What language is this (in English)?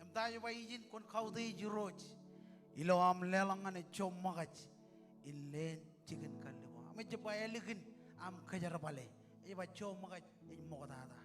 Marshallese